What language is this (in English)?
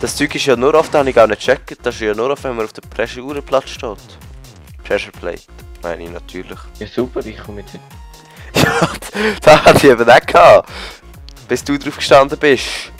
Swiss German